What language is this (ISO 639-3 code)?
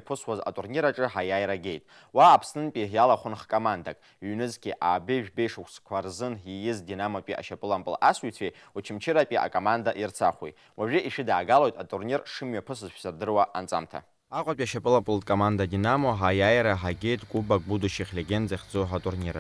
abk